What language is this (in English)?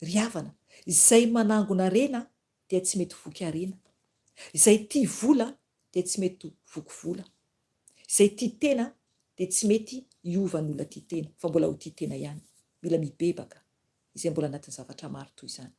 Malagasy